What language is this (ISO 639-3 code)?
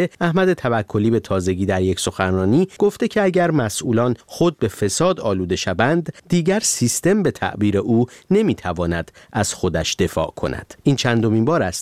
fas